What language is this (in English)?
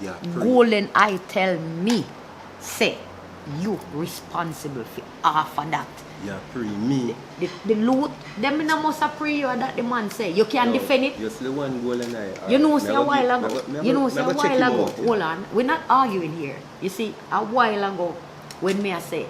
Jamaican Creole English